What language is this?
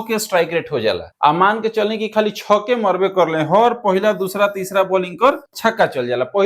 Bhojpuri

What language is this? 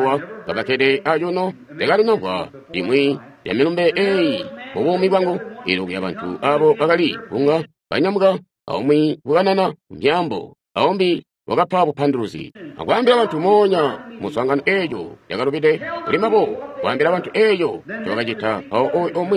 Tonga (Zambia)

